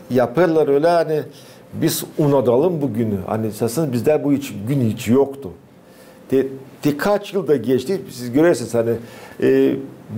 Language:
Gagauz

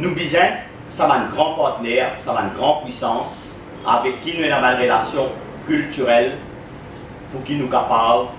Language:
Morisyen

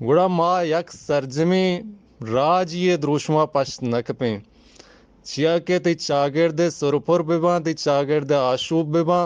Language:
Baluchi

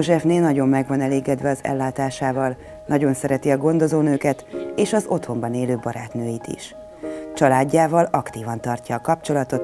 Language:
Hungarian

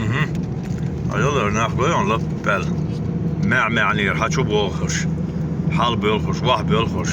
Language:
Chechen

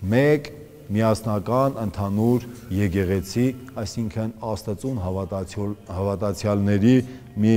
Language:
Armenian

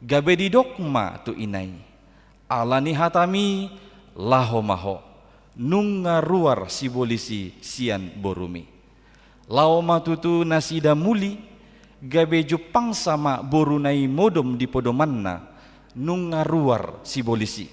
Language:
Batak Toba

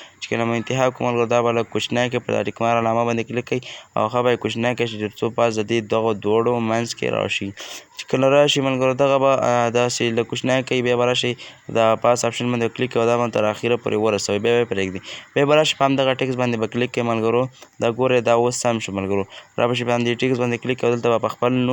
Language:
Pashto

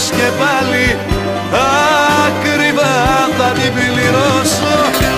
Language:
Greek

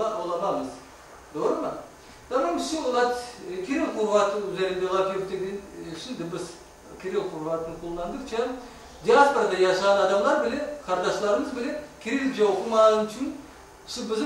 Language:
Crimean Tatar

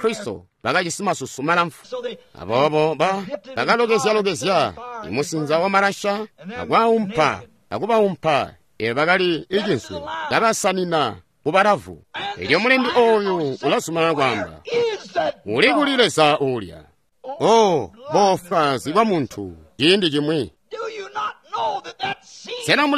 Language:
Tonga (Zambia)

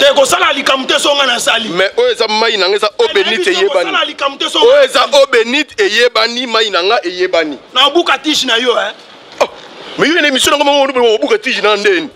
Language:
Lingala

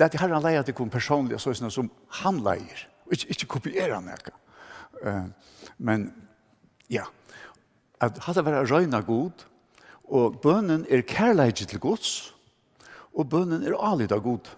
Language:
Faroese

